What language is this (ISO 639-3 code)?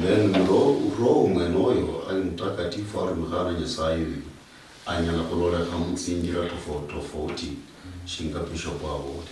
luy